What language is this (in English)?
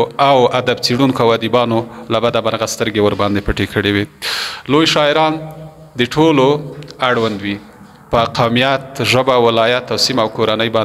Pashto